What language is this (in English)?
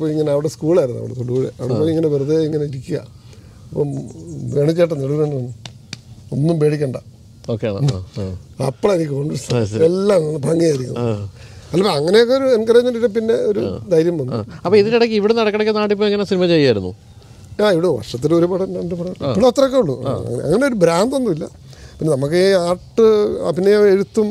Malayalam